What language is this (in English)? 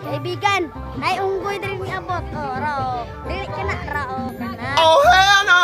Cebuano